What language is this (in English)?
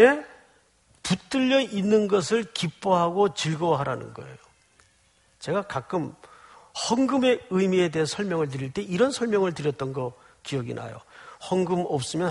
Korean